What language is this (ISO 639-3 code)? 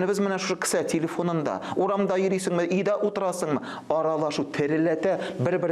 tat